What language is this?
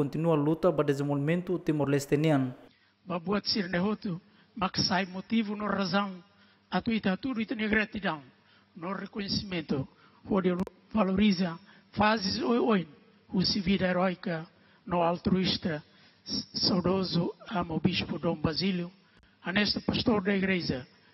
Tetum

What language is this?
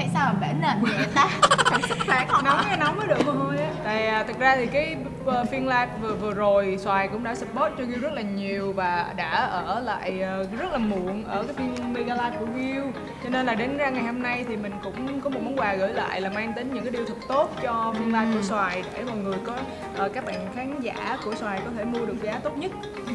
Vietnamese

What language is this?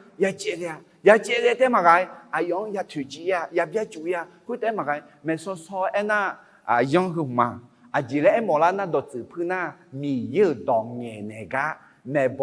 Akha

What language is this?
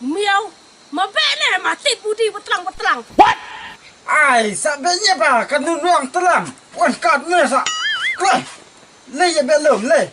Khasi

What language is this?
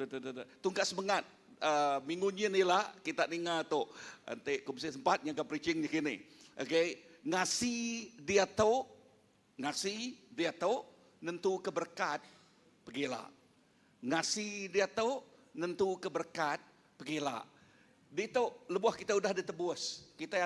Iban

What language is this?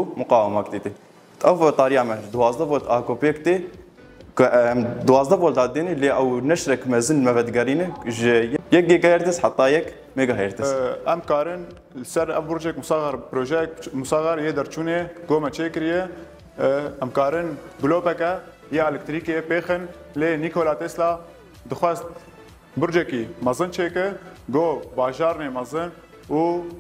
Kurdish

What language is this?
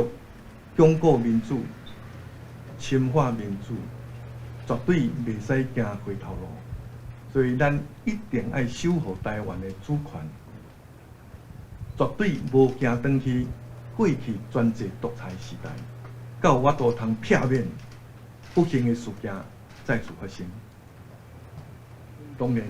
Min Nan Chinese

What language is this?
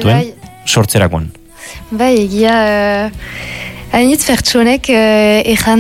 Basque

